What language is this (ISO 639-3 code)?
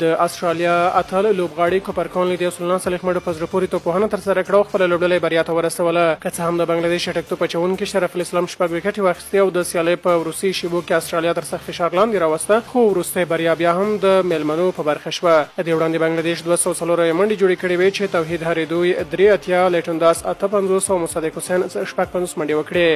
pus